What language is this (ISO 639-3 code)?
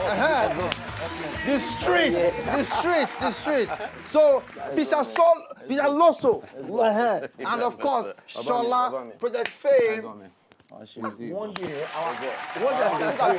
pcm